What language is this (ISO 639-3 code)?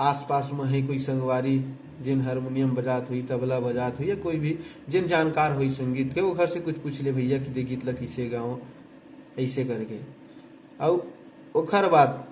hne